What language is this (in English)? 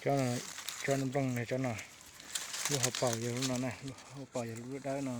Hmong